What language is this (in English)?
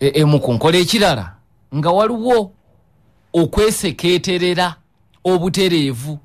Ganda